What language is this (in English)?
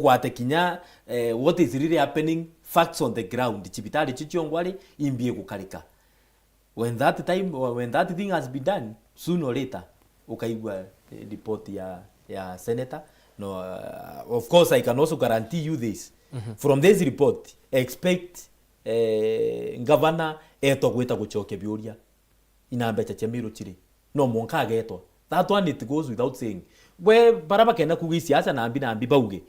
Meru